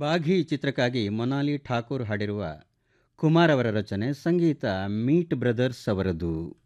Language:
Kannada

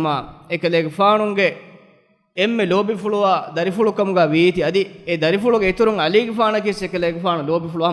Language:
Divehi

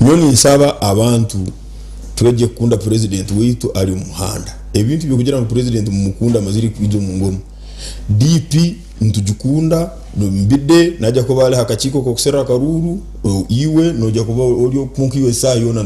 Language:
Nyankole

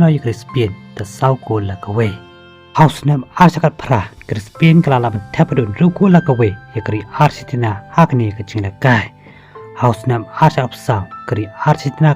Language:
Khasi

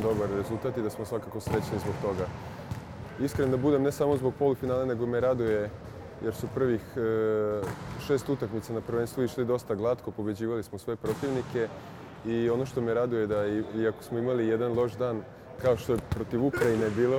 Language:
Serbian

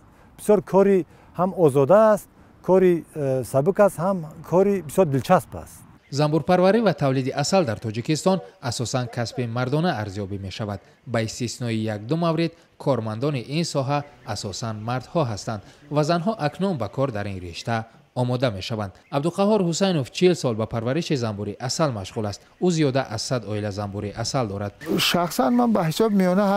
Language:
Tajik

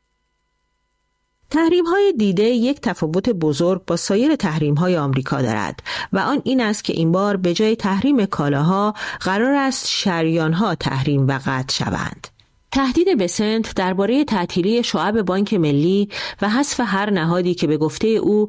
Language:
Persian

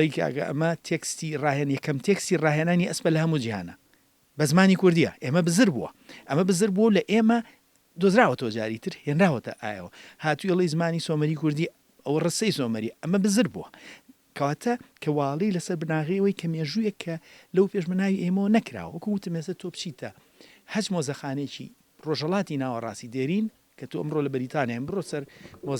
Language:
Central Kurdish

